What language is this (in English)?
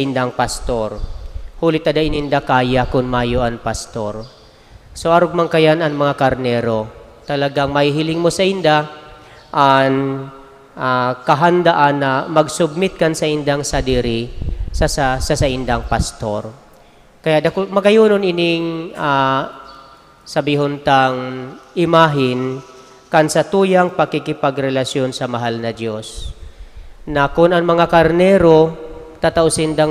Bikol